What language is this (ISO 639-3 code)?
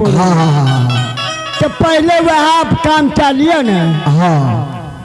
mai